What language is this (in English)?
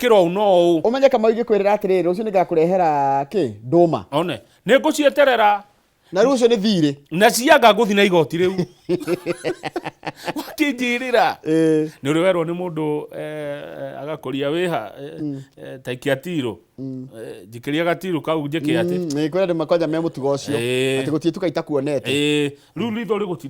Kikuyu